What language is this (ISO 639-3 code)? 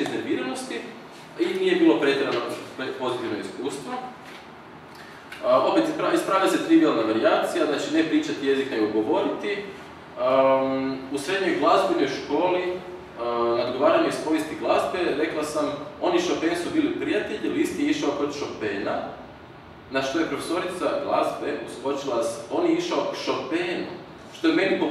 hrv